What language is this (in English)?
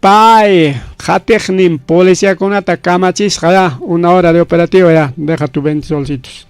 Ayacucho Quechua